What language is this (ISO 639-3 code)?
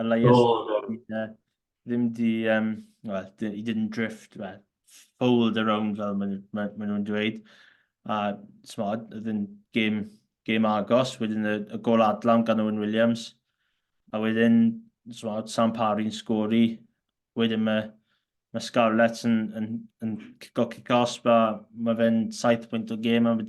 cym